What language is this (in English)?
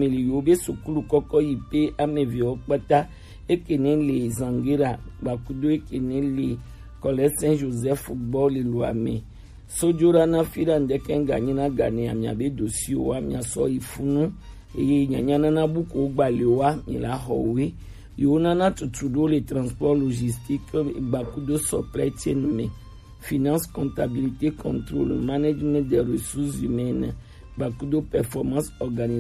Gen